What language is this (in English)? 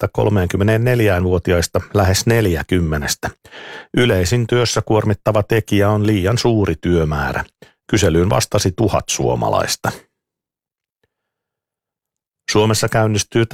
Finnish